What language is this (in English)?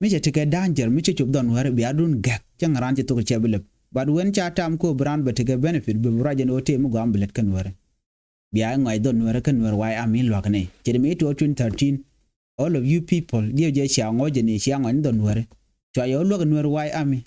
Nuer